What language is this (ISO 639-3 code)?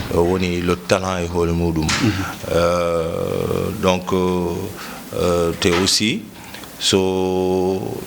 ful